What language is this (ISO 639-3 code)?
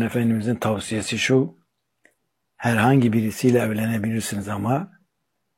tur